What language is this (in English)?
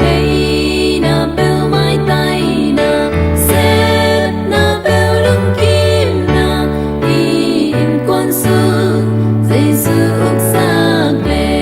Tedim Chin